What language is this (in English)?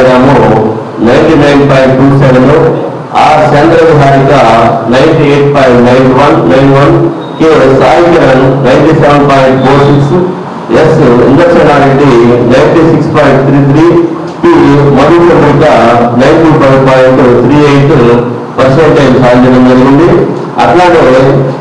Telugu